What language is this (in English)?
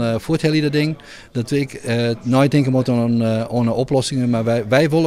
Western Frisian